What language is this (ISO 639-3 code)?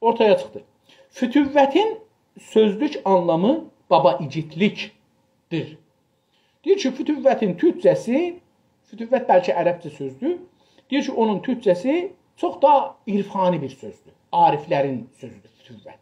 azb